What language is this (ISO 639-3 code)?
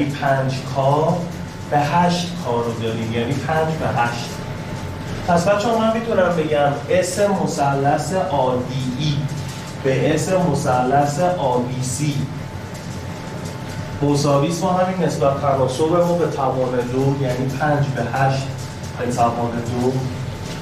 fas